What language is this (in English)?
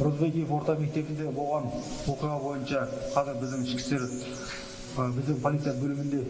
Kyrgyz